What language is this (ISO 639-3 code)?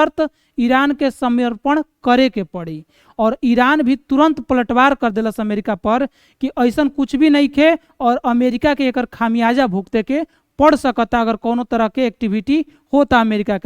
bho